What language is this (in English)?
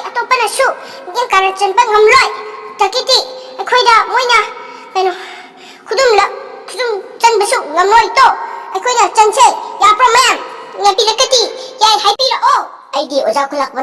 Manipuri